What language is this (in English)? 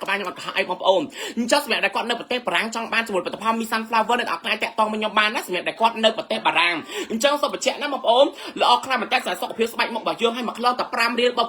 Khmer